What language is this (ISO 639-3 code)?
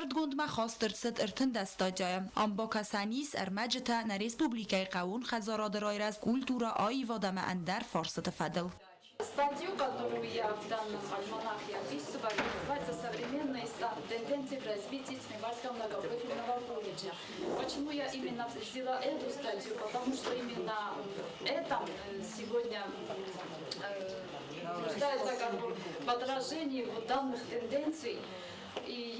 oss